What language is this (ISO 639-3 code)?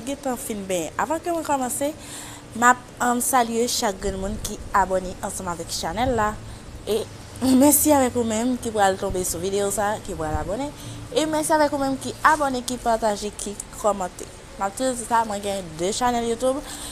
hat